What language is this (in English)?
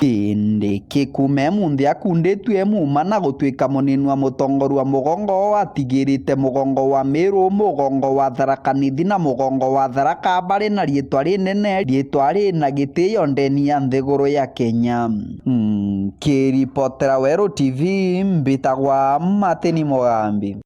Meru